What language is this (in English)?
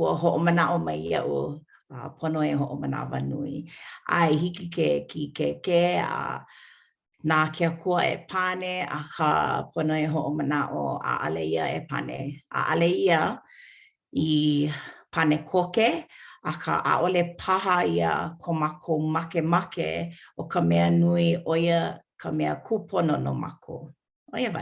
Hawaiian